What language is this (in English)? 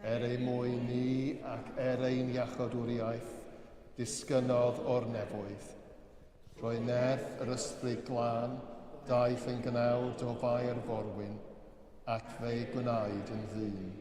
Welsh